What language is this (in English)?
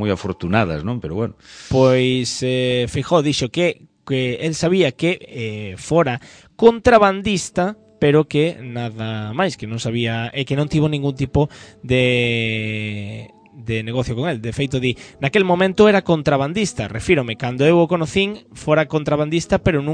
Galician